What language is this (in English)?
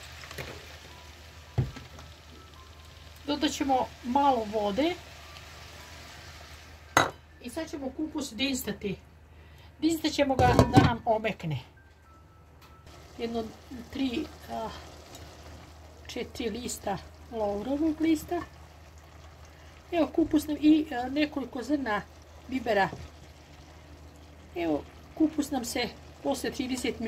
Croatian